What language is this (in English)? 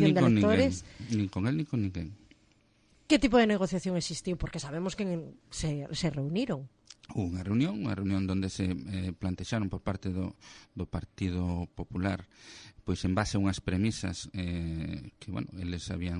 Galician